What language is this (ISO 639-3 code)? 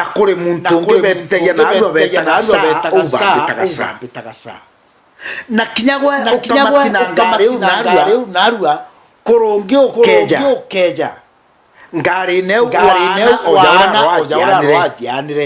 mer